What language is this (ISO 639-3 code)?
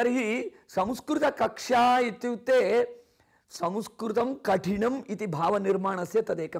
san